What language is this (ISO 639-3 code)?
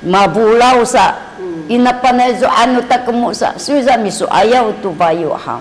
szy